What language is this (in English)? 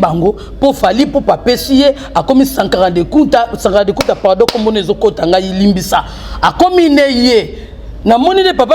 Lingala